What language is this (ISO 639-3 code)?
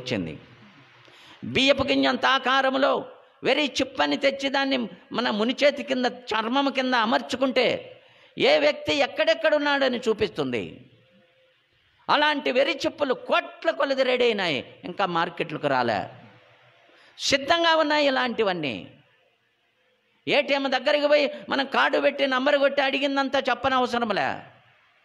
tel